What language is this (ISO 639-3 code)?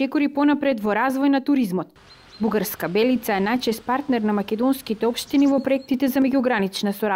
mkd